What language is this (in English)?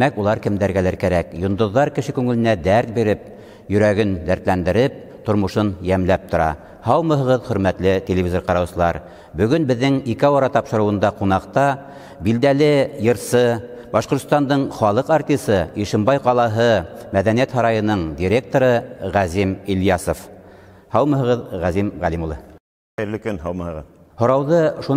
Bashkir